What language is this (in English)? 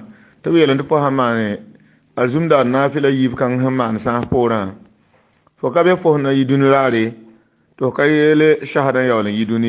Mossi